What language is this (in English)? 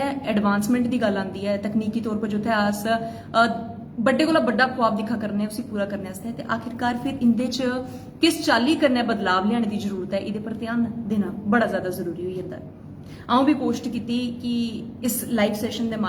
Dogri